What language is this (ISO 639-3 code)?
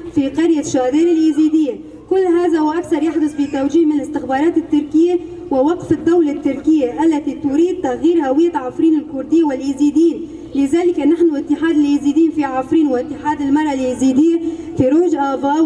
kur